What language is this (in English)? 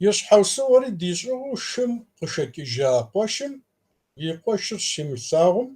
Kabardian